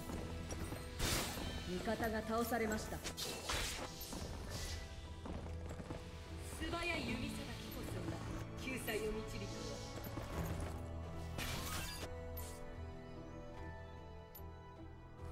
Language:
Japanese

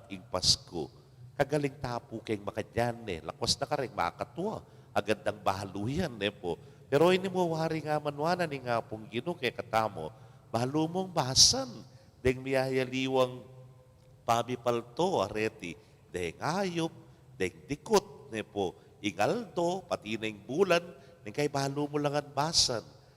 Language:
Pampanga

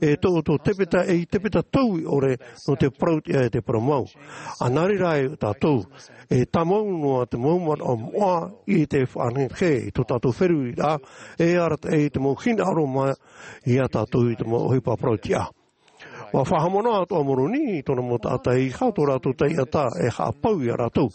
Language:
Tahitian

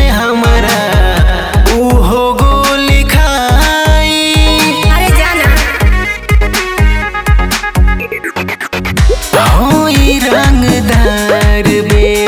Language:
Bhojpuri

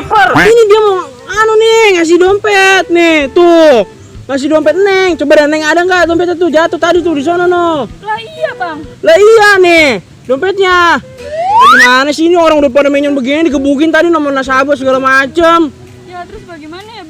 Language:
Betawi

